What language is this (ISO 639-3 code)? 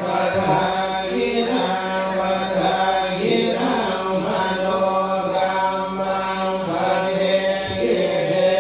pli